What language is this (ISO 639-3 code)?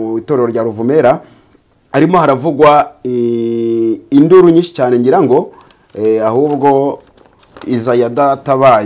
kin